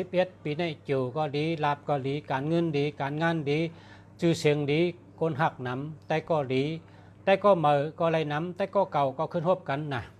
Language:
Shan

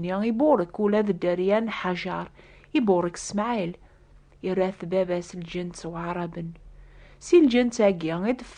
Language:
Kabyle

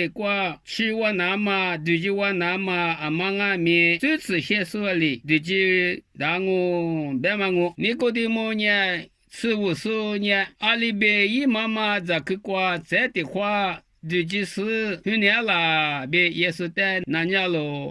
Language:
Lisu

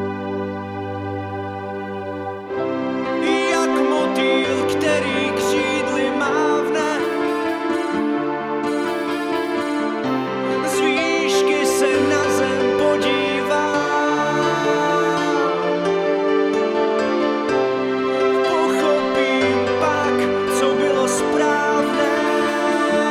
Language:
Czech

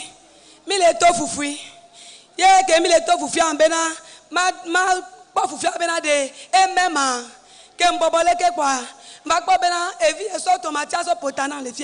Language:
Ewe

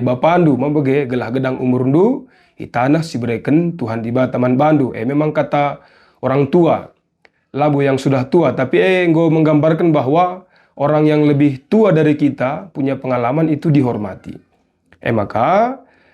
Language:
Batak Karo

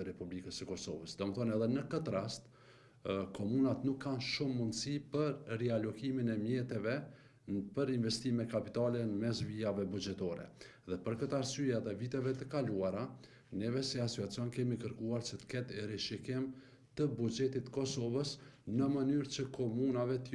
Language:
Albanian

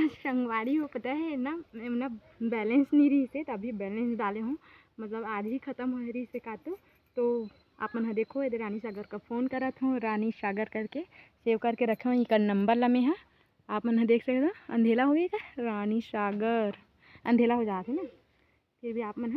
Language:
Chhattisgarhi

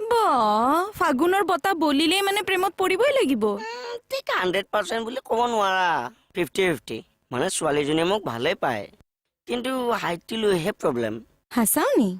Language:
Assamese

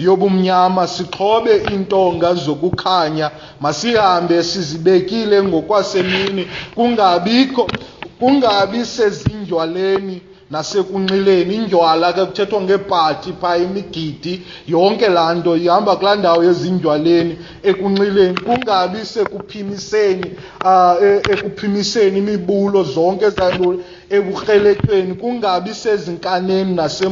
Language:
Xhosa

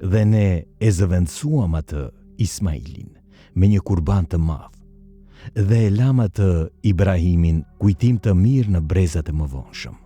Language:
Albanian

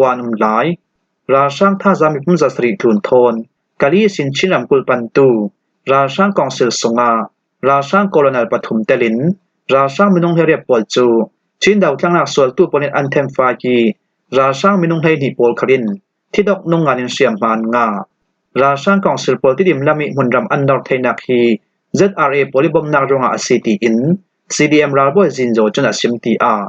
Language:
Falam Chin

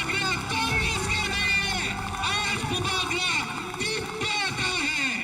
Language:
Kok Borok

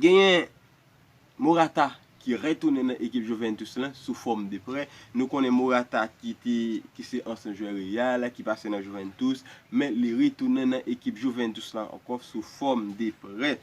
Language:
Haitian Creole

